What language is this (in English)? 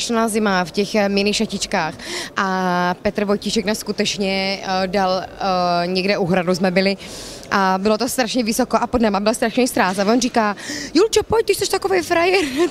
Czech